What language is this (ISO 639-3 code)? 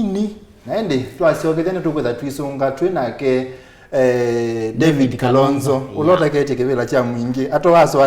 kam